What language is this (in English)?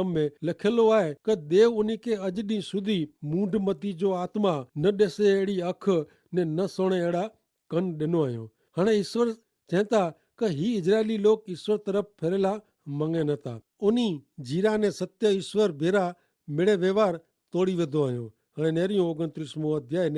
Kachhi